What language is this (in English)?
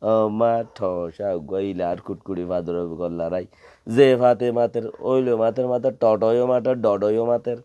Rohingya